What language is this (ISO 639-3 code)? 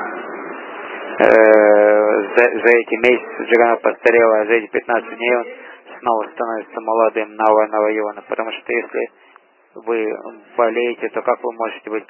rus